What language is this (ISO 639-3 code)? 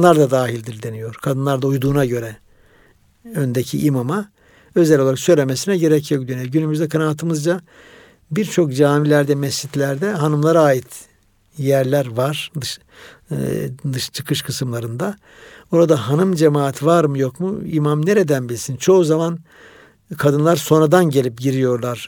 tur